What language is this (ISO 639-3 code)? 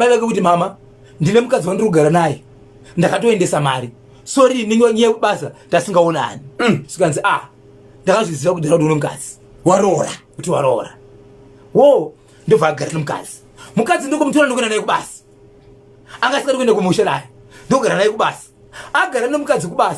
sna